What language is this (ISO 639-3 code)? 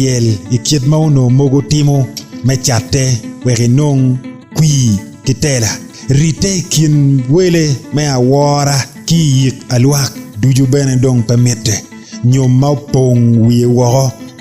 ach